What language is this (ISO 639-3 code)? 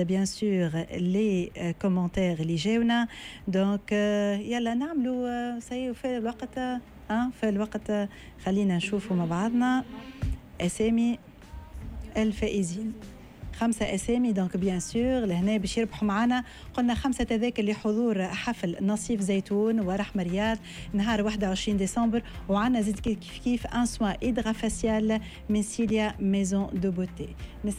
aeb